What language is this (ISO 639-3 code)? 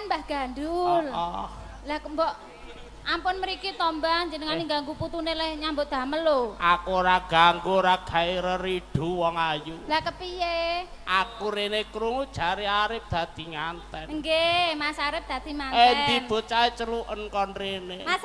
jav